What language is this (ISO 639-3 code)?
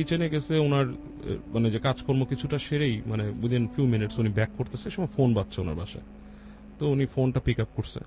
ben